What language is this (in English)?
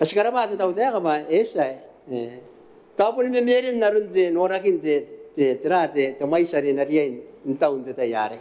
Gilbertese